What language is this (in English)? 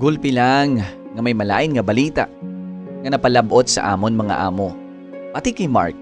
Hiligaynon